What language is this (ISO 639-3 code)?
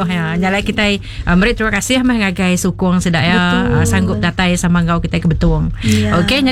iba